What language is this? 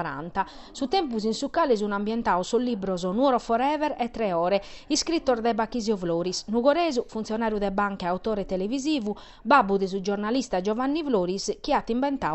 Sardinian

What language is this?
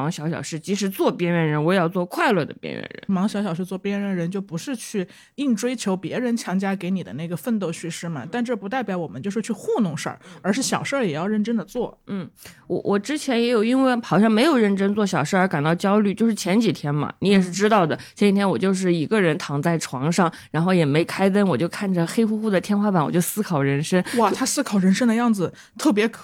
Chinese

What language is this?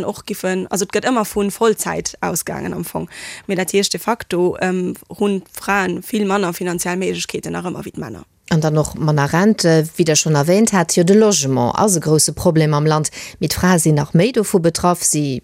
Luxembourgish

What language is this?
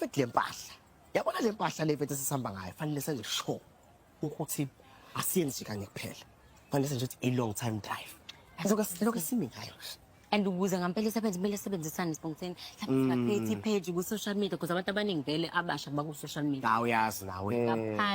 Zulu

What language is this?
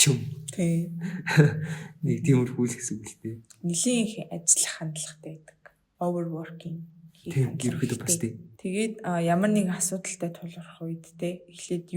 Mongolian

